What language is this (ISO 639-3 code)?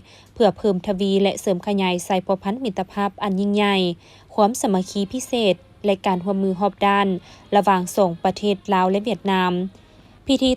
lao